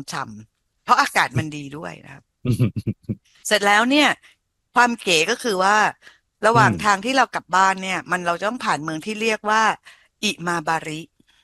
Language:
Thai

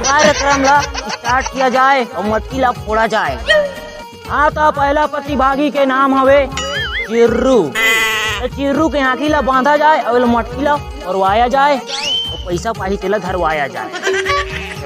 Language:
Chhattisgarhi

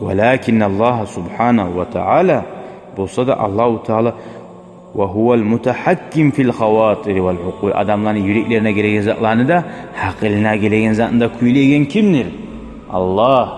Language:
Kumyk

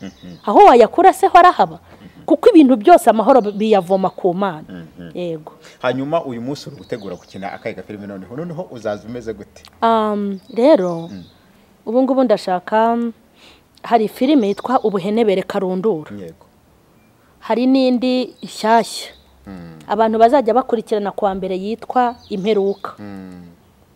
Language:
Kinyarwanda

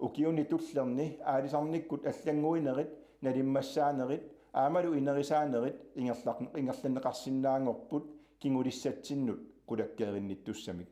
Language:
Kalaallisut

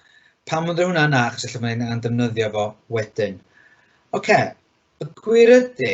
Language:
Welsh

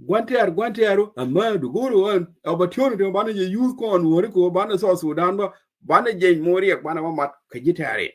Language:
Nuer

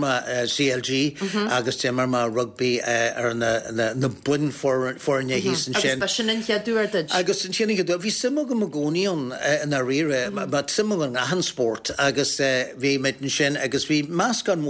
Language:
Irish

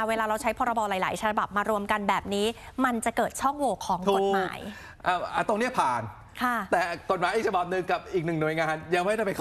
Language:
Thai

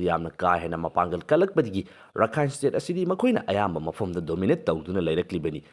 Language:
Manipuri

